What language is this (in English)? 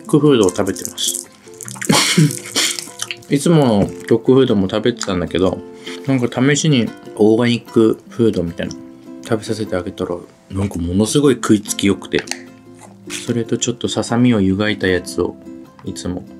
Japanese